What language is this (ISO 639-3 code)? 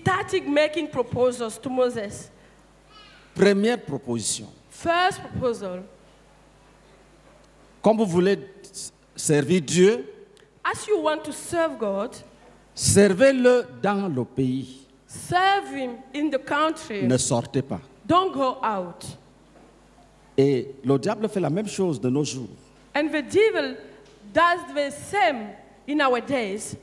fra